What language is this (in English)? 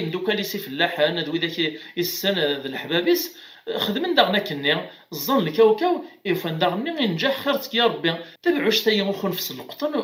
Kabyle